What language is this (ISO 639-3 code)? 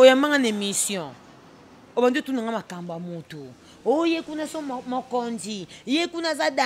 lin